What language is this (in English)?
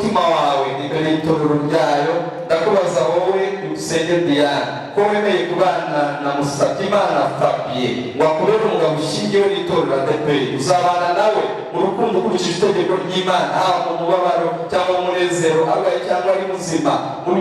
Kinyarwanda